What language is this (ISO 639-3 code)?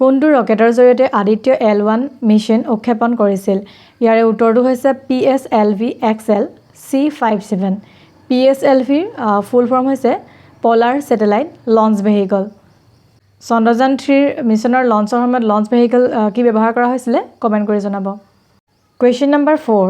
asm